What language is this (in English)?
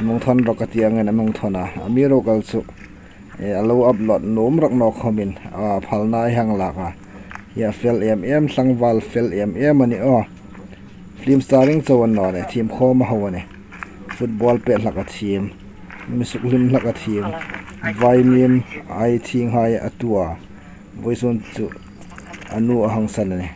Hmar